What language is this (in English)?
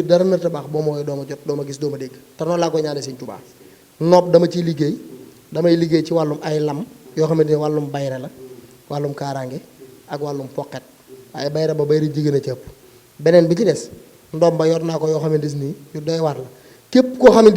Wolof